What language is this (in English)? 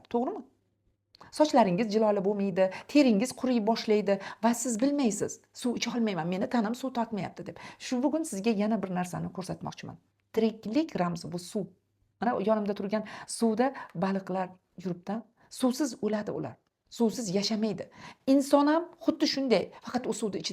Uzbek